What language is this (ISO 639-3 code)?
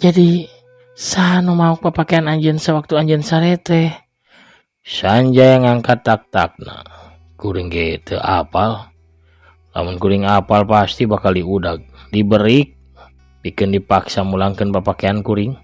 sun